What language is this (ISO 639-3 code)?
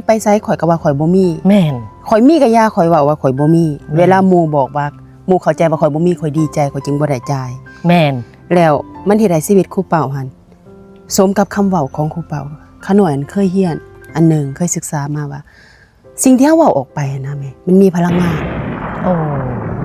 lao